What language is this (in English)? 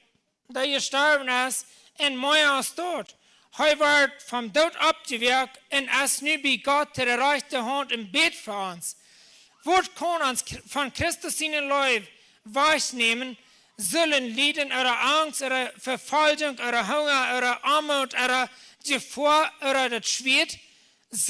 Plautdietsch